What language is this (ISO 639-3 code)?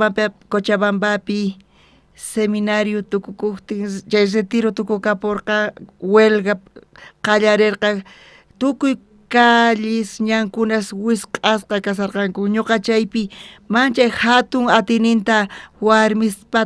quh